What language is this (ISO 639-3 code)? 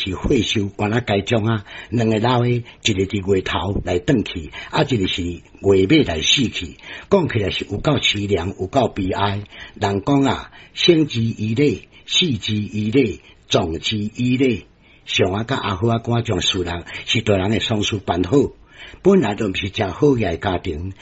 nan